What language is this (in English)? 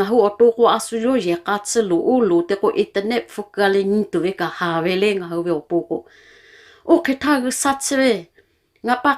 Lahu